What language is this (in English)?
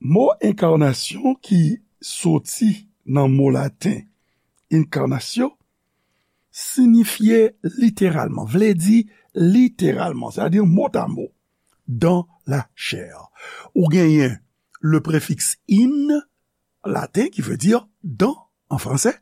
Haitian Creole